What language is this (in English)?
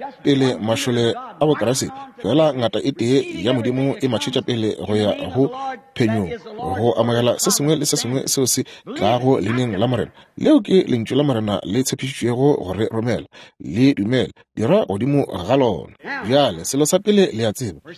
Northern Sotho